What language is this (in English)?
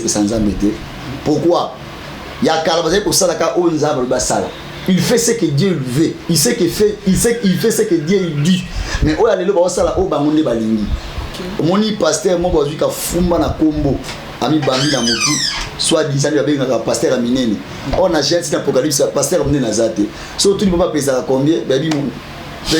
Lingala